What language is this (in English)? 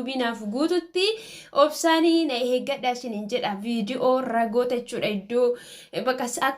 Oromo